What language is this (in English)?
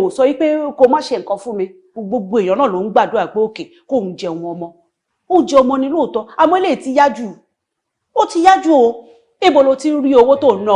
Yoruba